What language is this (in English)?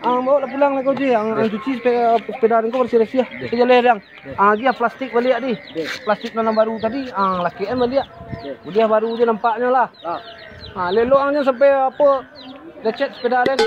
Minangkabau